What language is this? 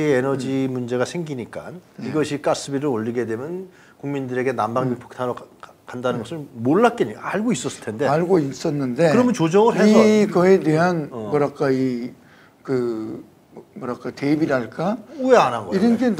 Korean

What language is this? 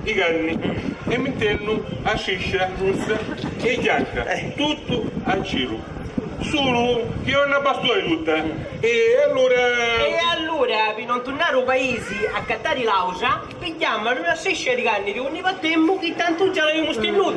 Sicilian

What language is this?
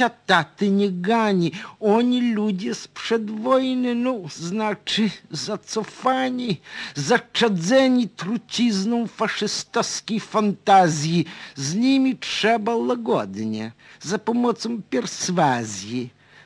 Polish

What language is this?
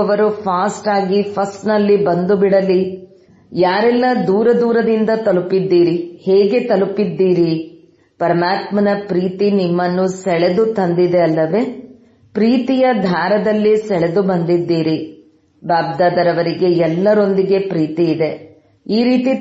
Kannada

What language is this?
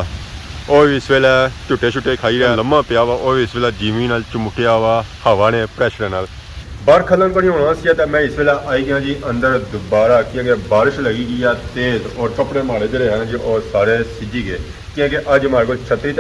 Pahari-Potwari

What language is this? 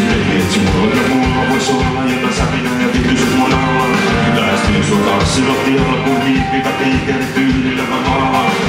Finnish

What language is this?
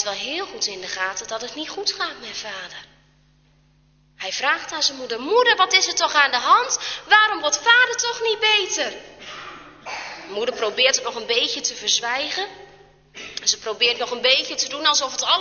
Dutch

